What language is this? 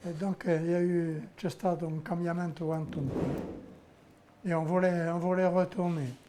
Corsican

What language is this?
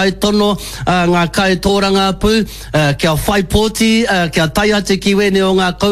Māori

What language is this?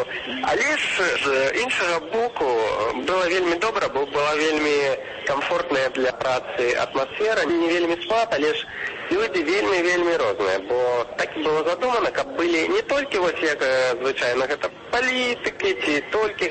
Belarusian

